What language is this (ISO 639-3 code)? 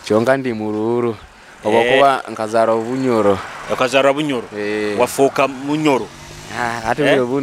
nyo